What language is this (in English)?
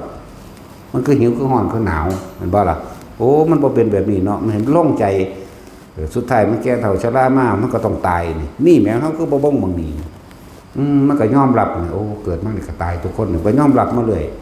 Northeastern Thai